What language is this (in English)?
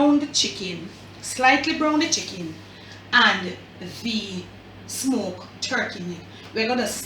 Jamaican Creole English